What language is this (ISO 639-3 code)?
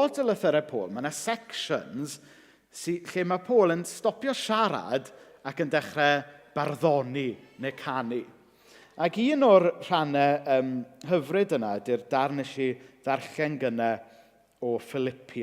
cym